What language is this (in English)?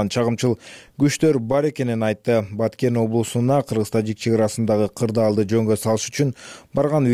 Kyrgyz